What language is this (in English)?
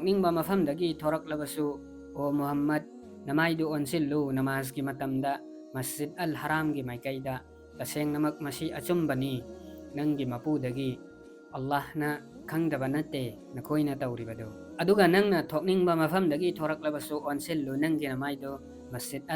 Manipuri